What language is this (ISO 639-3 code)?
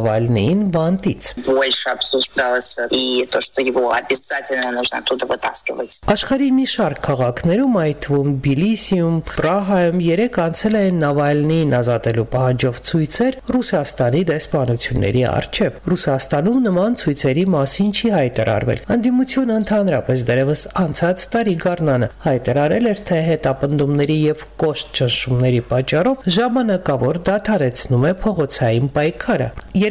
hye